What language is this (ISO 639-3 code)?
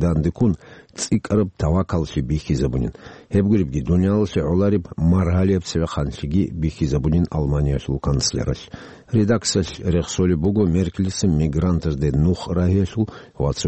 ava